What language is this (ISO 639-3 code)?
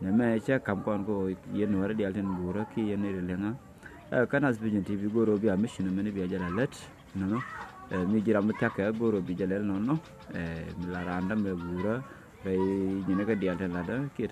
nus